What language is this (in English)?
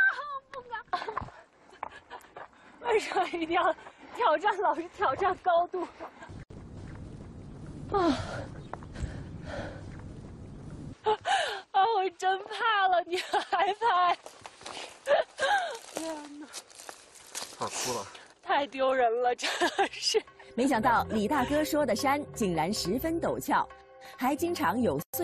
Chinese